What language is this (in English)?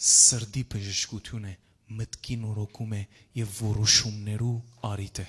Western Armenian